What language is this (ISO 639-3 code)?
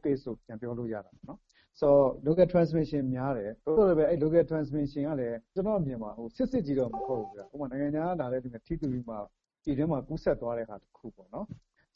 mya